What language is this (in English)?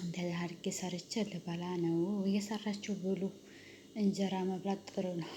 Amharic